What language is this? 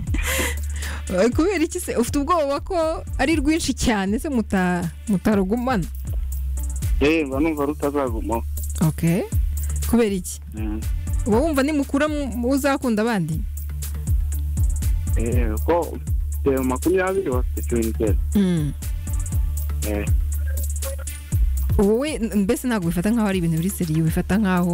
Kinyarwanda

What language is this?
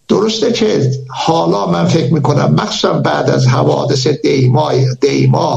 Persian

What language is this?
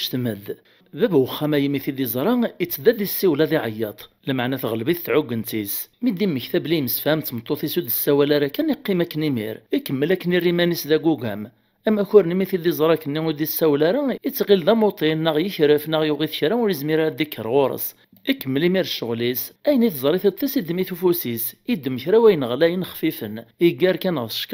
Kabyle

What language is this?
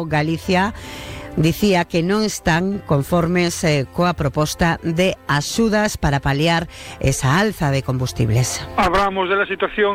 Galician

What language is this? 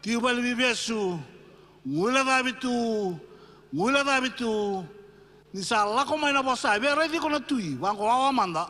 Fijian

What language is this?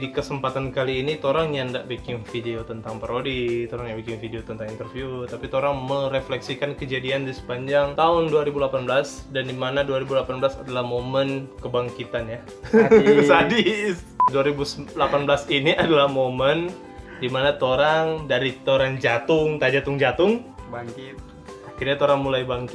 Manado Malay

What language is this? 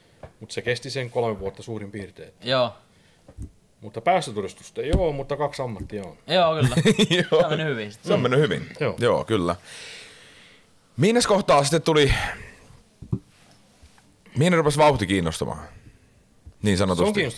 Finnish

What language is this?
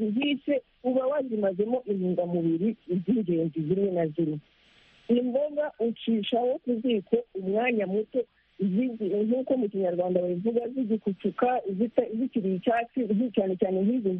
Kinyarwanda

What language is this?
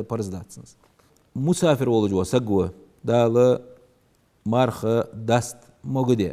Ingush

